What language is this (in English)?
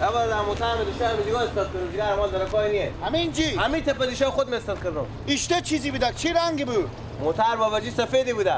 Persian